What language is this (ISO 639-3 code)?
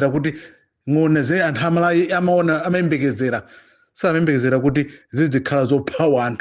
nya